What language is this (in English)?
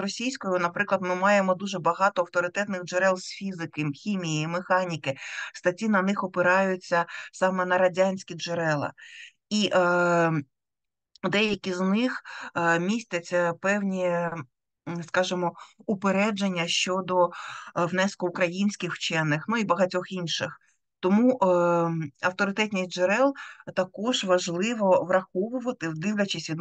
Ukrainian